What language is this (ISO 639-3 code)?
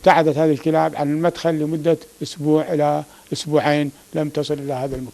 acm